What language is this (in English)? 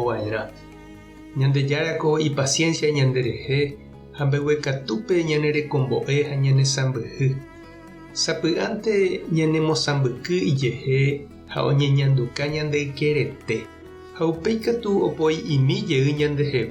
Guarani